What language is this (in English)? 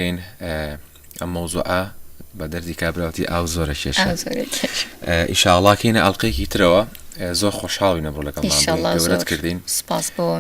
Central Kurdish